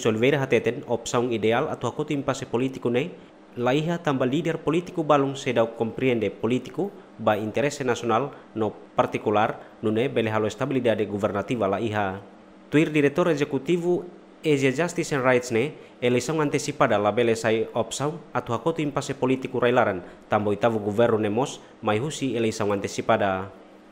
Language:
Tetum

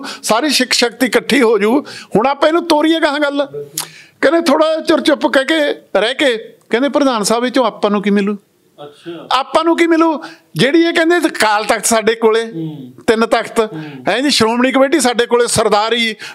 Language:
Punjabi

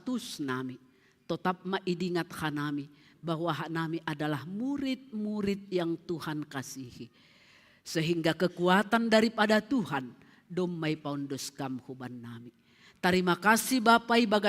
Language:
Batak Simalungun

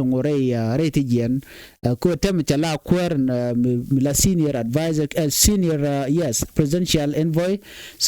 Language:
Nuer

